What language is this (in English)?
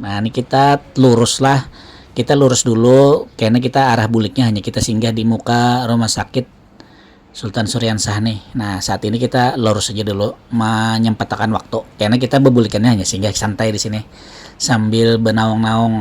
Banjar